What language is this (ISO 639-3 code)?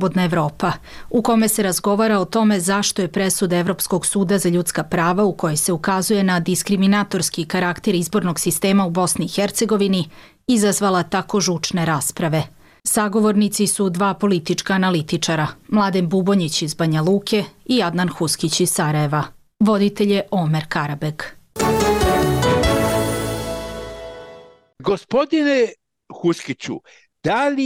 bos